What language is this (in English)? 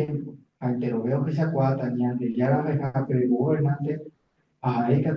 Guarani